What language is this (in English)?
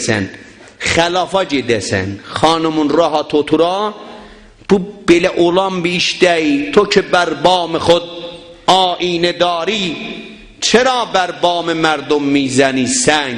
South Azerbaijani